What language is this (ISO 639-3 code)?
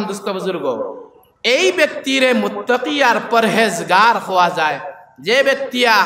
syl